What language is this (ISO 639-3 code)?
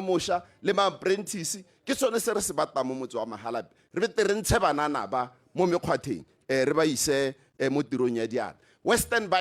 tsn